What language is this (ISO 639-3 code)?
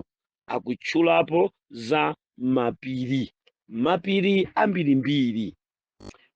nya